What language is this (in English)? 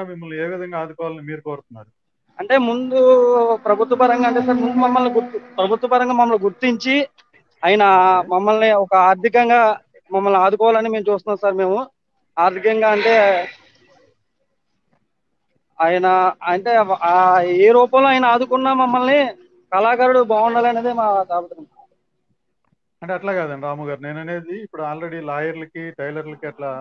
Telugu